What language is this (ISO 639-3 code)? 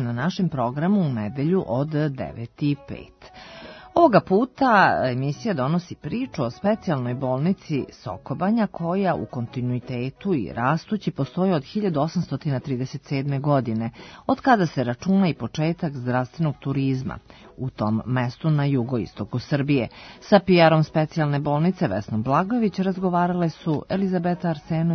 srp